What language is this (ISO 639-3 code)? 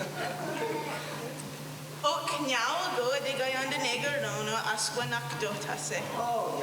moh